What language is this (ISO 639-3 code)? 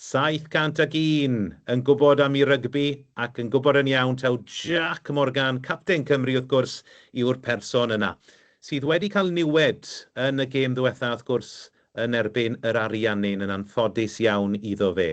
cym